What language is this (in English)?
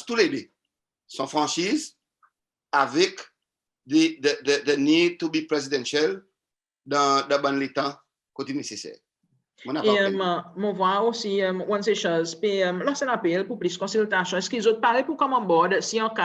Seselwa Creole French